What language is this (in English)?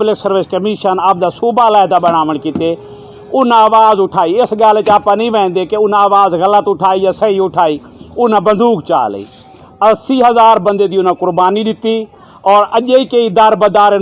Saraiki